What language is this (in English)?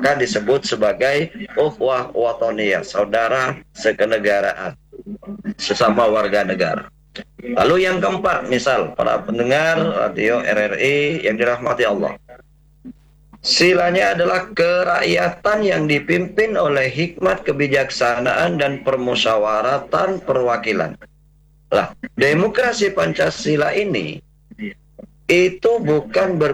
Indonesian